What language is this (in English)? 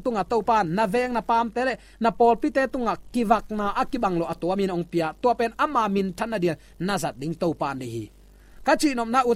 Tedim Chin